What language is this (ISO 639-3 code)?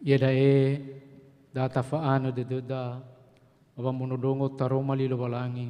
nia